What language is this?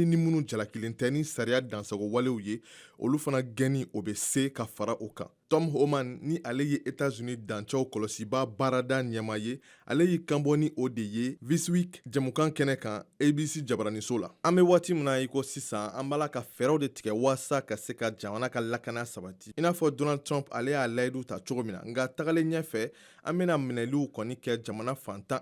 Bambara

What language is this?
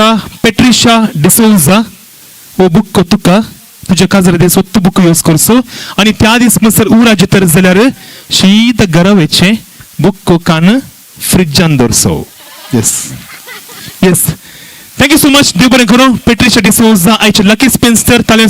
Konkani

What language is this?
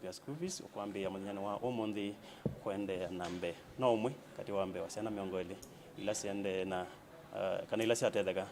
Kamba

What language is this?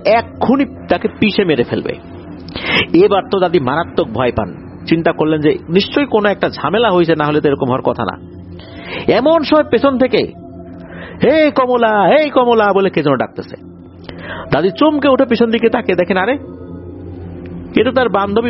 Bangla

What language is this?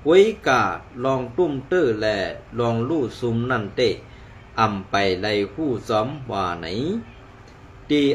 Shan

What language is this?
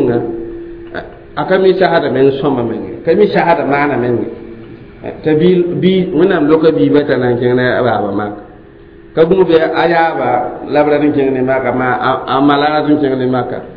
Mossi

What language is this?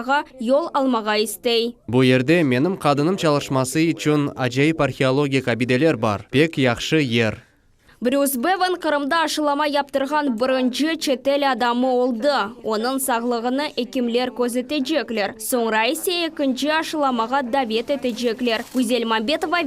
Crimean Tatar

